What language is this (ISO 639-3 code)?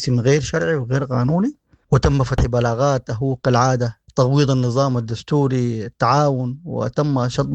apd